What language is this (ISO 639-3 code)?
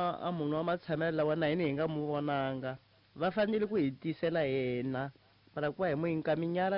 tso